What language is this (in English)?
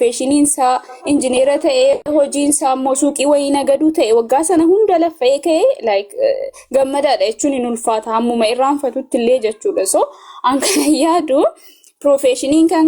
Oromo